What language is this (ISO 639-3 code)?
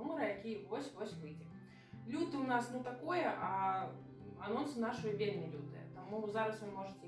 bel